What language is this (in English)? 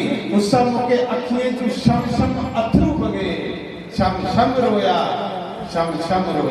Dogri